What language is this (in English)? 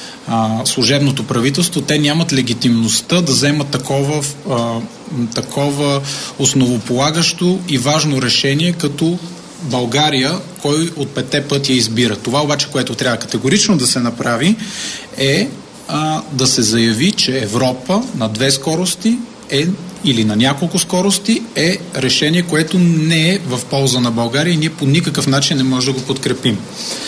Bulgarian